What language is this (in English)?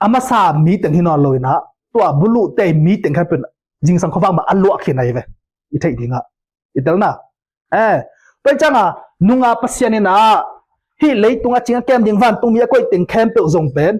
Tedim Chin